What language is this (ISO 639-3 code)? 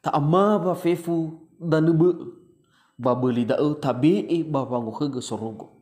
nia